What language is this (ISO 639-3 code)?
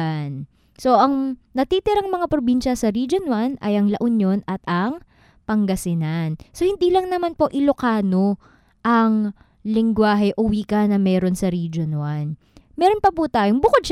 fil